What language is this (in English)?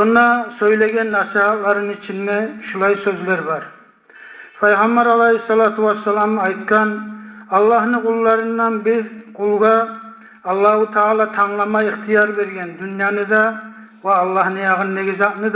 Kumyk